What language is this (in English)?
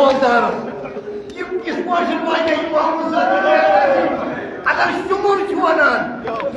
Kashmiri